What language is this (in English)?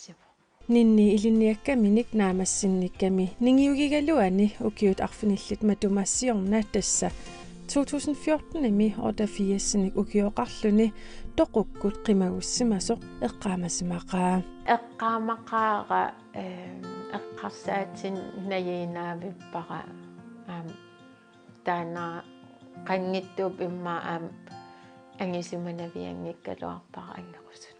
Kalaallisut